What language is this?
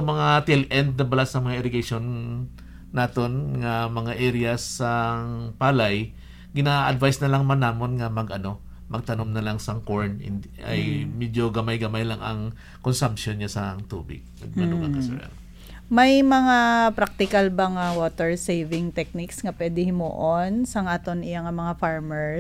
Hiligaynon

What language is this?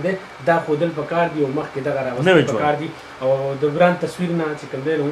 Pashto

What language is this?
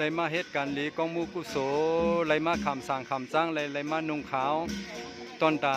Shan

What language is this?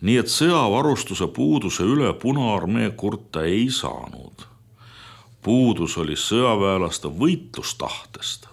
Estonian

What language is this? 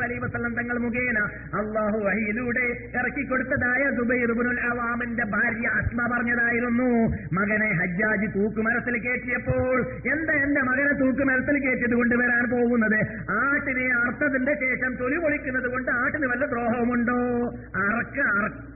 Malayalam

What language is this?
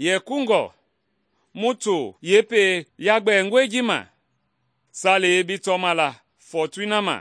Mende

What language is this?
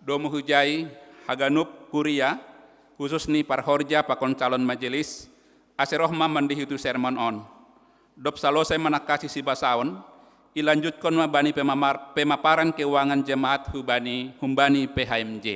Batak Simalungun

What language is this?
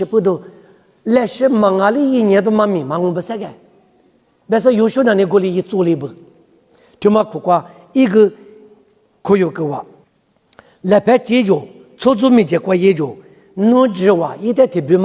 Lisu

